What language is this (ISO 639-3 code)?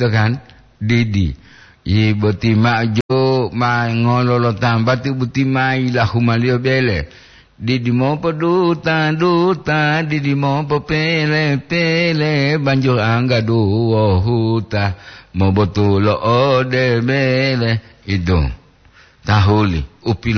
gor